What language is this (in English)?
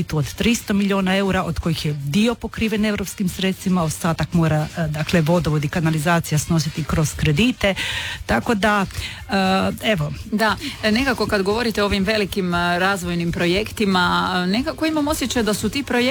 Croatian